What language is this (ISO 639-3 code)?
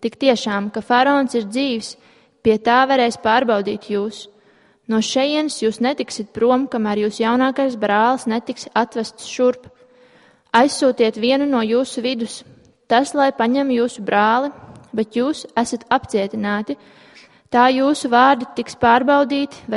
lav